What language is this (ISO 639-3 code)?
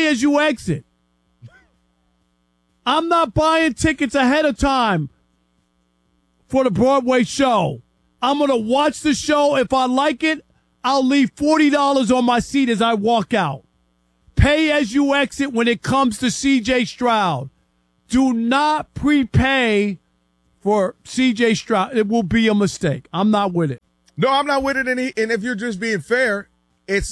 eng